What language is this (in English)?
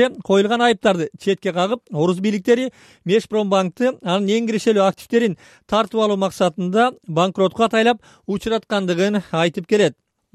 Kyrgyz